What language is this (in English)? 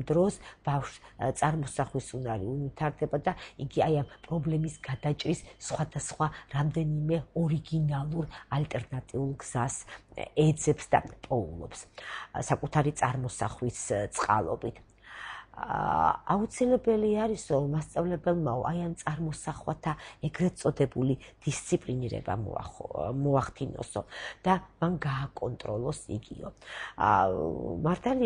Georgian